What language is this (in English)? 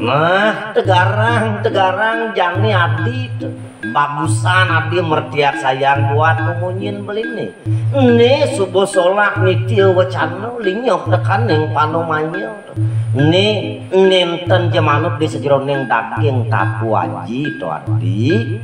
Balinese